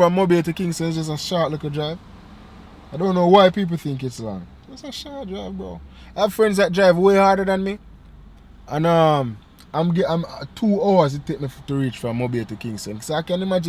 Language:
Jamaican Creole English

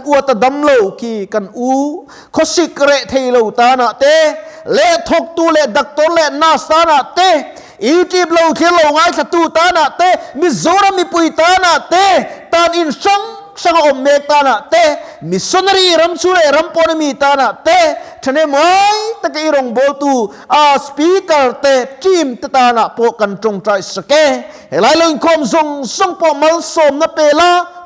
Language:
Mizo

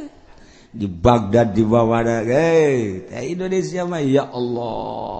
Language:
Sundanese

